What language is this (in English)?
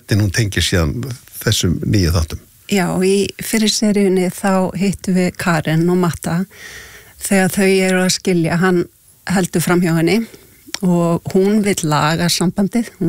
Icelandic